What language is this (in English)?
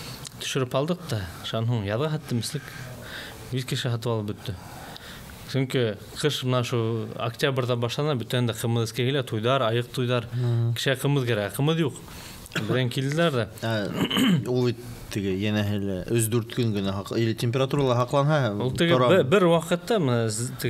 Bashkir